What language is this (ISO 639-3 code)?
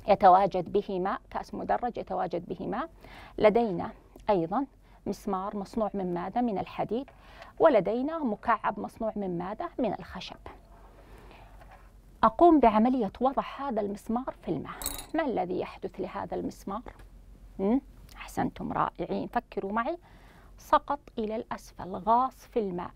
ara